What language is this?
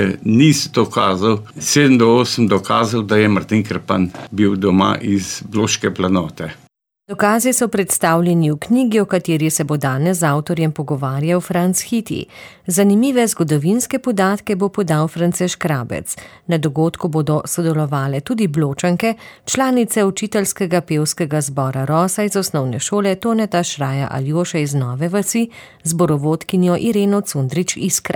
Slovenian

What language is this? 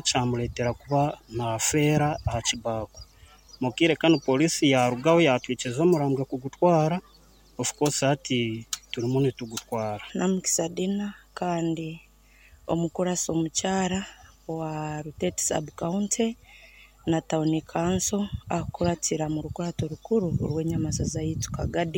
Nyankole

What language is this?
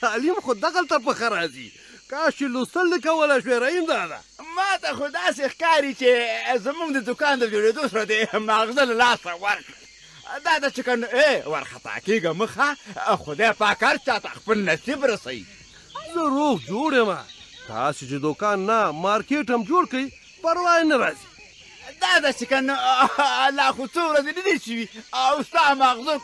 Pashto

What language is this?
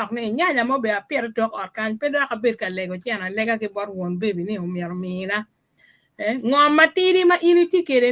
Acoli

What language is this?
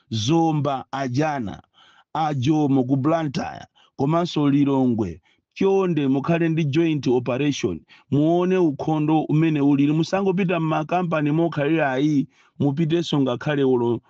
Nyanja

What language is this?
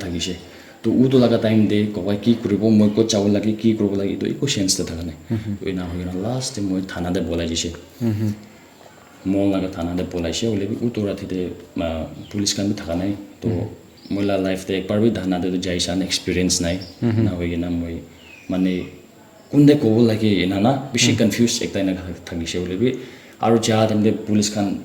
Naga Pidgin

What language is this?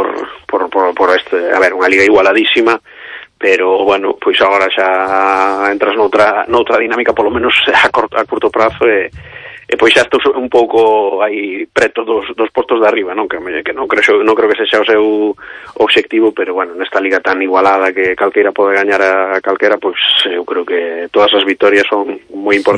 Galician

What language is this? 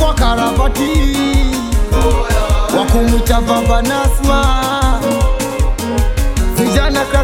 Swahili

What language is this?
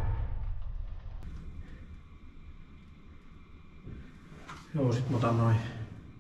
Finnish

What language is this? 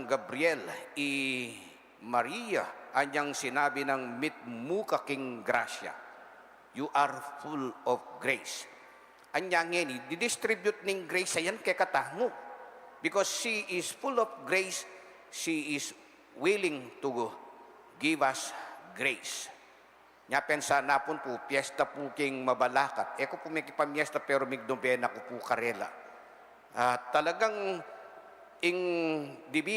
Pampanga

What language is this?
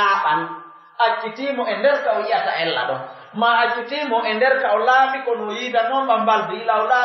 Pular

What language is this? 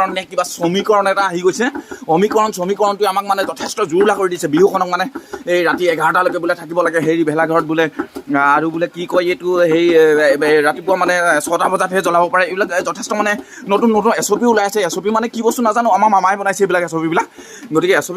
Assamese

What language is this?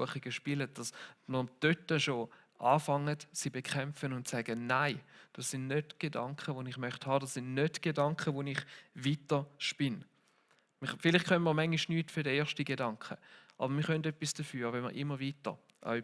Swiss German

